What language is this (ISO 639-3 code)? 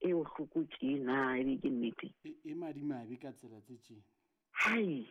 sot